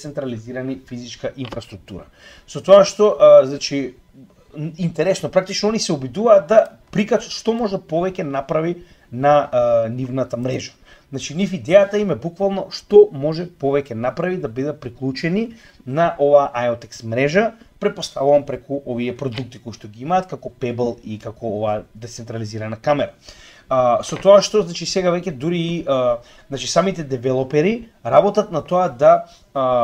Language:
Macedonian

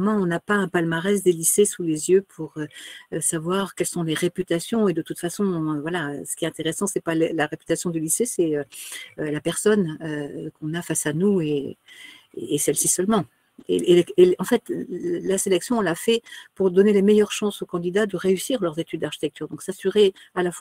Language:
French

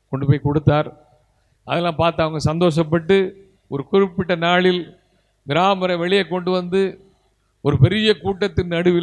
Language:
Tamil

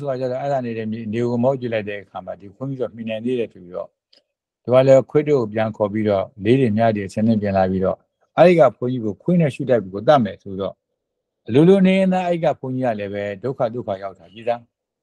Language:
Burmese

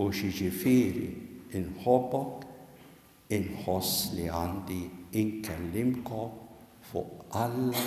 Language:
Maltese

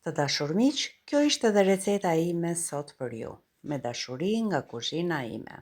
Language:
Albanian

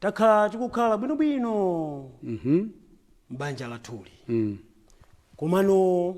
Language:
Nyanja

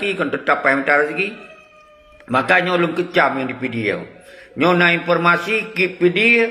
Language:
Achinese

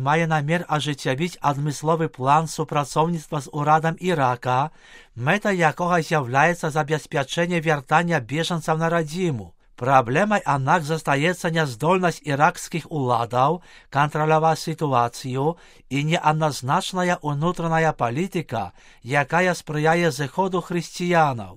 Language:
Belarusian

